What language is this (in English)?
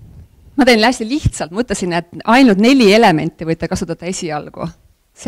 Estonian